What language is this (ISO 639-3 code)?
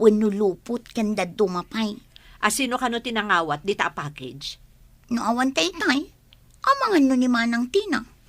ilo